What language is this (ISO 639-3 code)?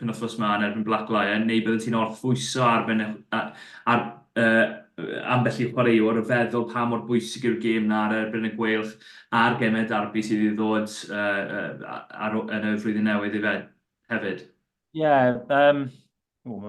cym